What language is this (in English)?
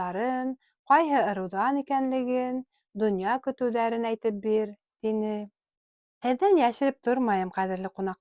Bashkir